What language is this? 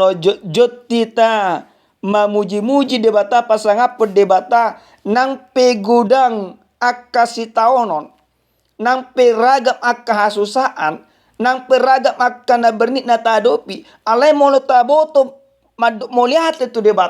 Batak Toba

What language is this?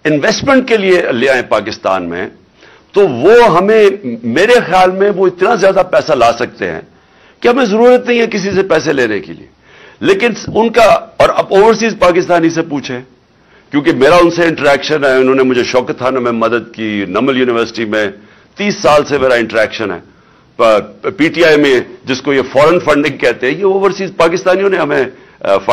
Urdu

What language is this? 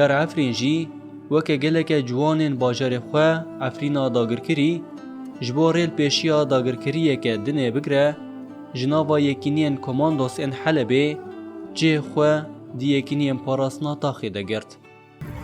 Kurdish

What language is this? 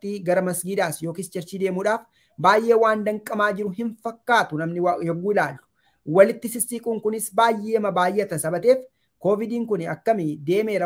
Oromo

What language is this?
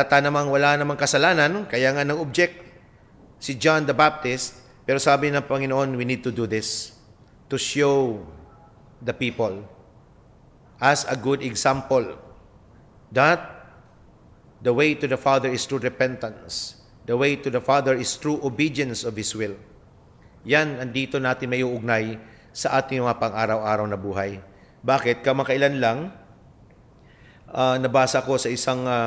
Filipino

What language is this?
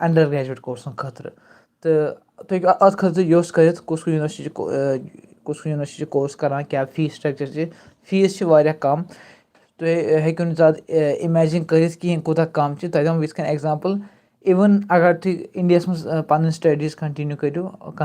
Kashmiri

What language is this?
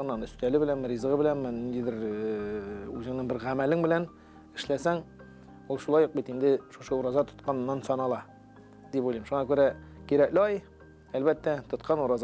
Tatar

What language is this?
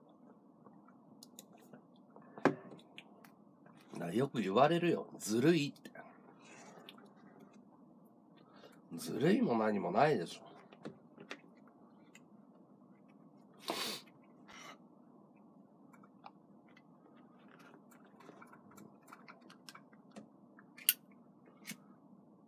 Japanese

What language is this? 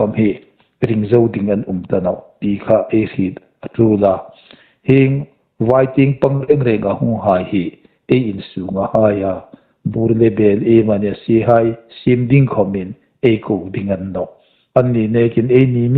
Hmar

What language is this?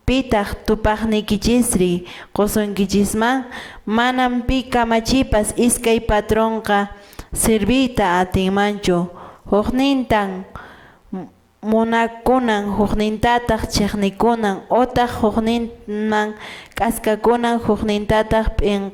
Quechua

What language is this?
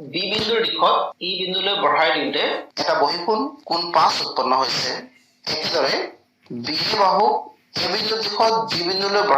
Assamese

